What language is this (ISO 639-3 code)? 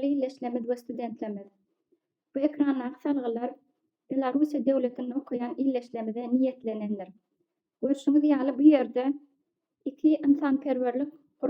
tuk